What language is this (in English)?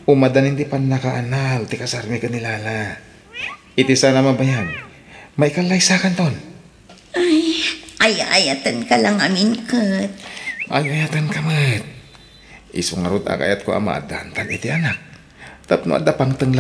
Iloko